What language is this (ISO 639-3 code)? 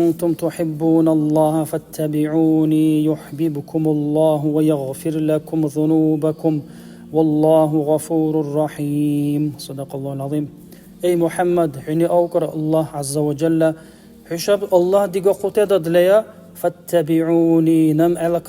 dar